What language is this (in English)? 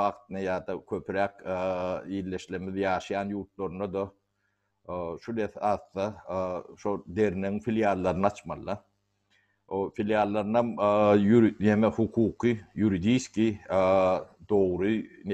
Turkmen